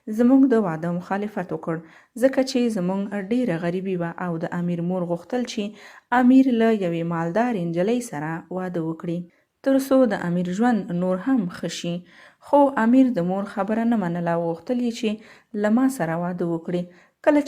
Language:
Pashto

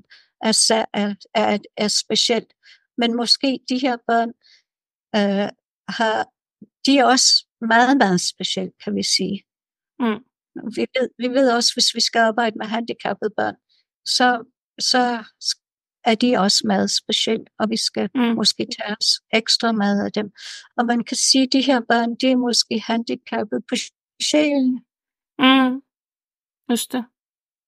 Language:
Danish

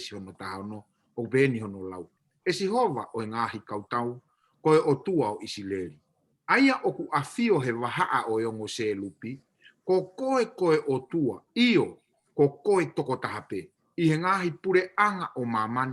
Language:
Tongan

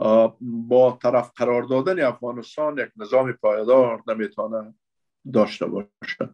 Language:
Persian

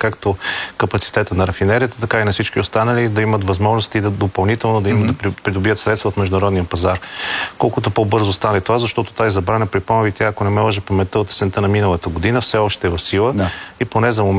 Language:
Bulgarian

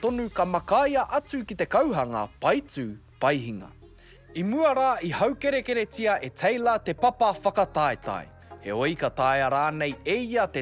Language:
Māori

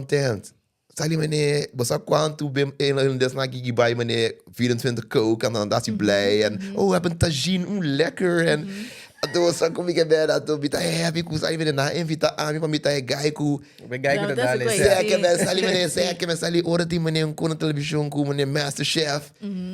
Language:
Papiamento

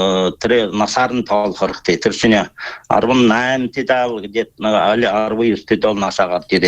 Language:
Buriat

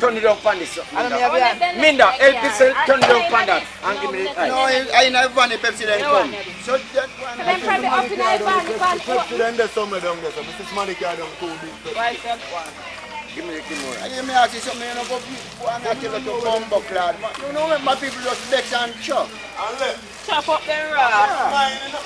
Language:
Jamaican Creole English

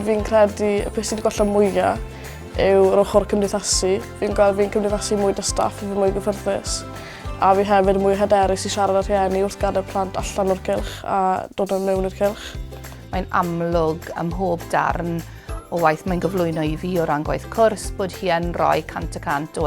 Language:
Welsh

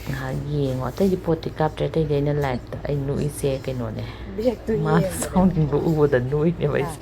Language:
Manipuri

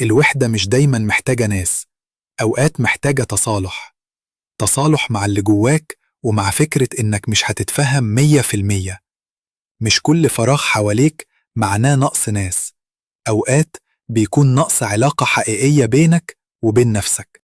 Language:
Egyptian Arabic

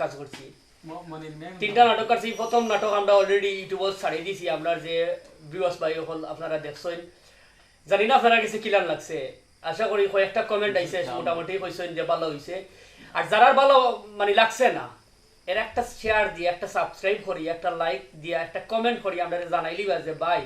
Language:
Sylheti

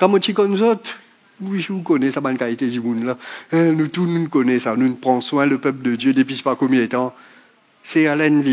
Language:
Morisyen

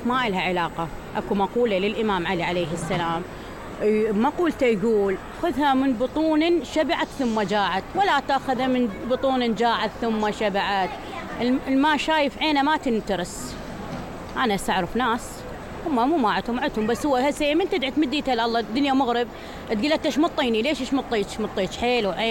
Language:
Mesopotamian Arabic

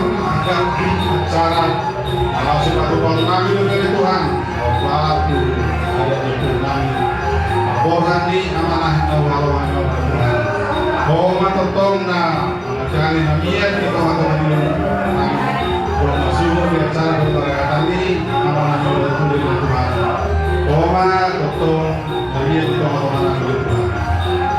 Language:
Batak Toba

